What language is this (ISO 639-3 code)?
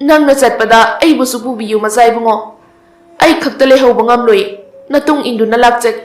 mni